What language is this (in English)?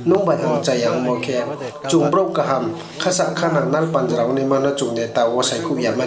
Riang (India)